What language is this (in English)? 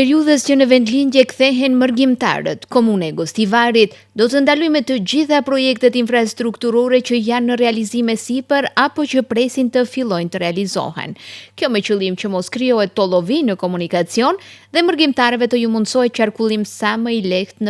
Albanian